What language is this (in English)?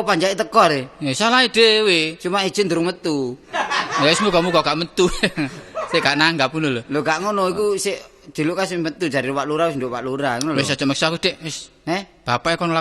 Javanese